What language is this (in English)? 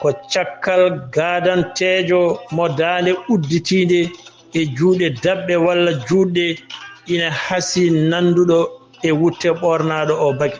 Fula